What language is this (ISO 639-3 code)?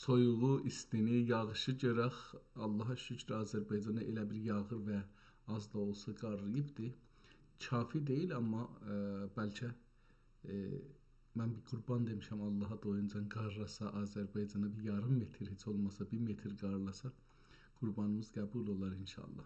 azb